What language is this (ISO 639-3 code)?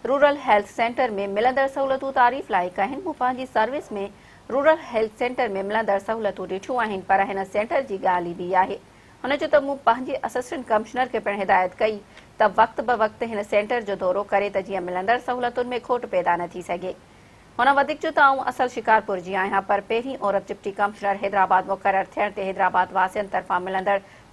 snd